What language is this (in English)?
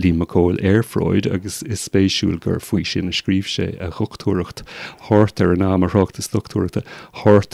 Irish